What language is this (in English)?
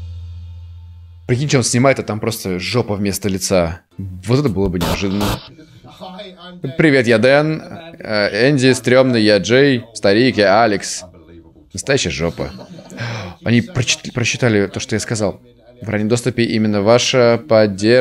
Russian